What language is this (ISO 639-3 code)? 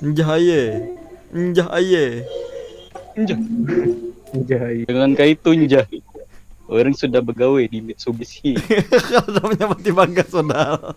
bjn